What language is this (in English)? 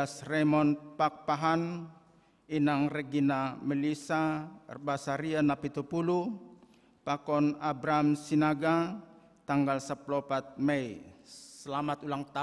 Batak Simalungun